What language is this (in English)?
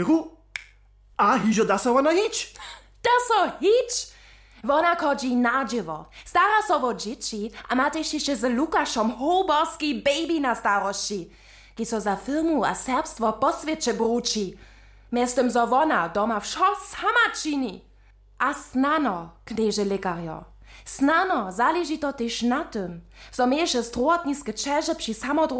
Upper Sorbian